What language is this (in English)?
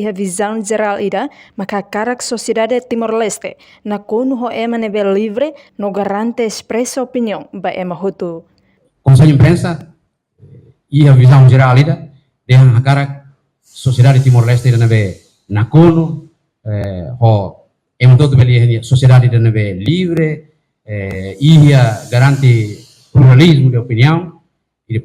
Tetum